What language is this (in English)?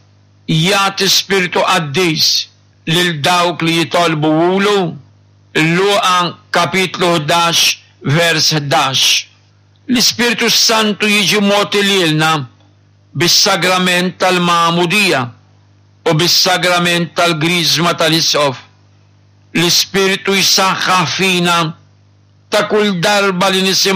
Maltese